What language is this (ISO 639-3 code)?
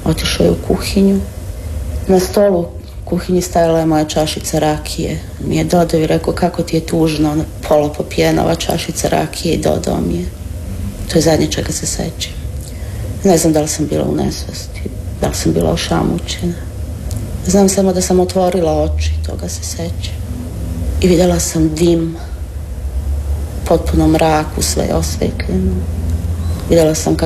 hrv